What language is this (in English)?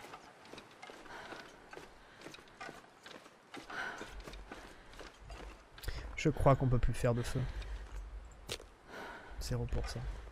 French